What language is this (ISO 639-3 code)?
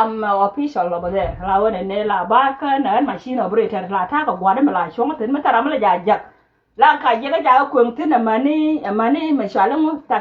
nus